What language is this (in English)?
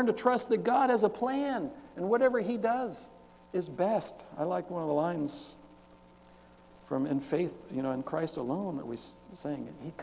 English